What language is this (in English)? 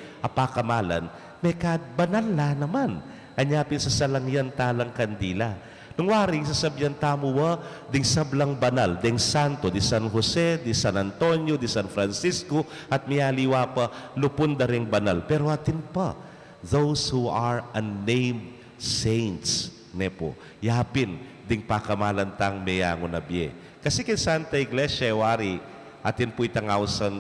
Pampanga